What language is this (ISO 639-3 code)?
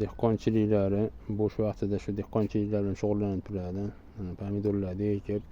uzb